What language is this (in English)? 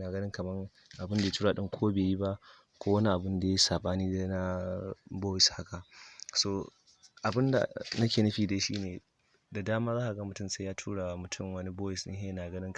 Hausa